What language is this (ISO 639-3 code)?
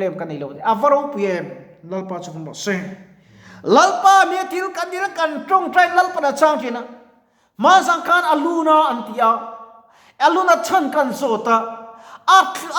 lus